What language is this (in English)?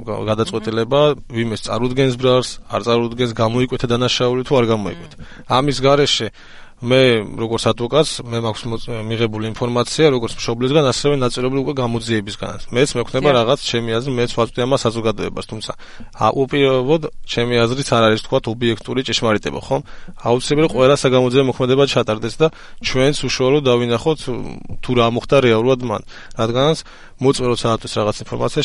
Georgian